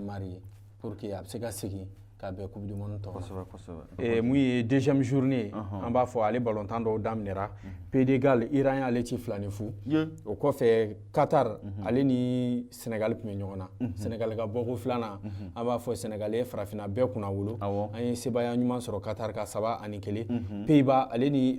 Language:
Bambara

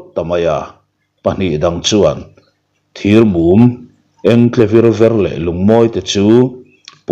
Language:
Mizo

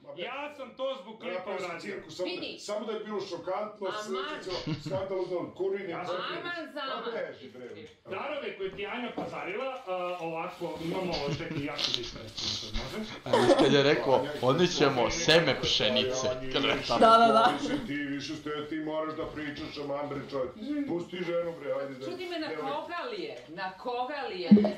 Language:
Serbian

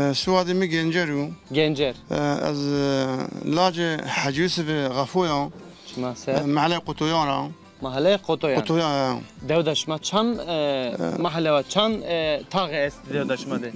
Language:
Zaza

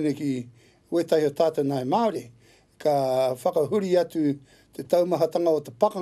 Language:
Māori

